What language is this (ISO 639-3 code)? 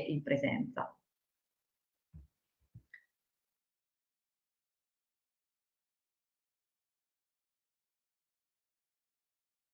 ita